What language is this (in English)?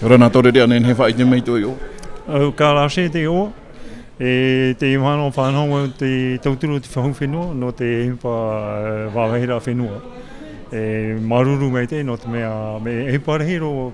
Tahitian